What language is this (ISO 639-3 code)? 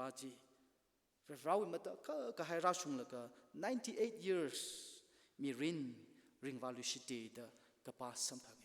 nmf